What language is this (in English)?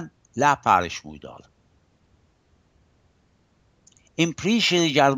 Assyrian Neo-Aramaic